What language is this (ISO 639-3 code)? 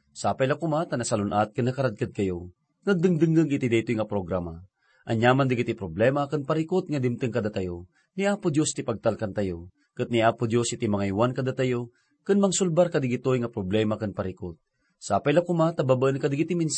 ilo